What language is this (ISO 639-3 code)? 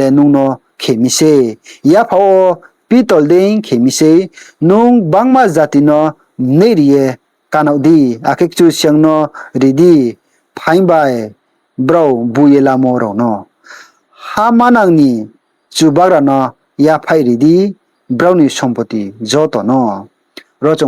ria